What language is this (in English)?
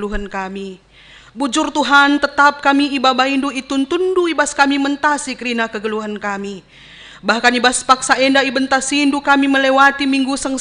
Batak Karo